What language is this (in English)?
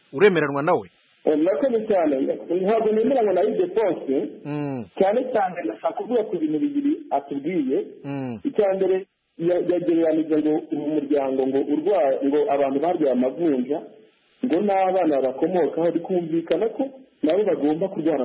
Kinyarwanda